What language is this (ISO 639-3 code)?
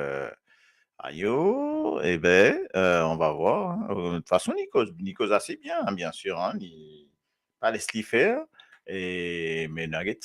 mfe